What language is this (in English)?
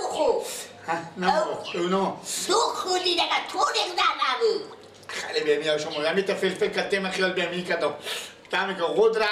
Persian